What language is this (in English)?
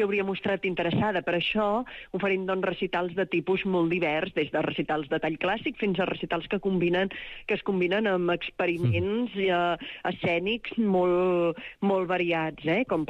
Catalan